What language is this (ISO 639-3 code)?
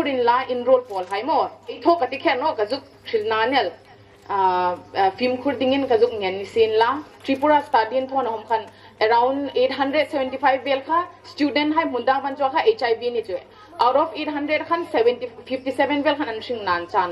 hmr